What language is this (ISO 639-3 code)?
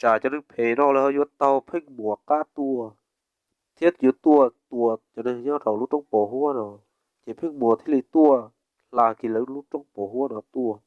hmn